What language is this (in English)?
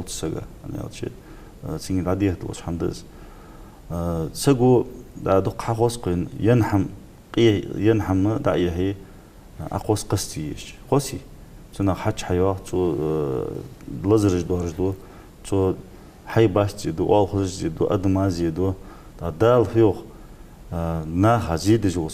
Ingush